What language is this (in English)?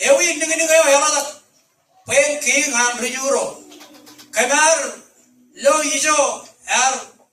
Marshallese